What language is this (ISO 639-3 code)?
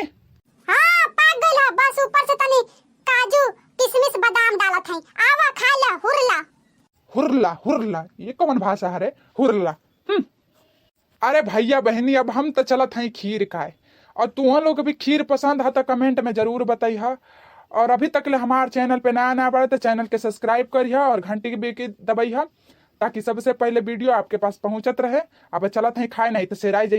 bho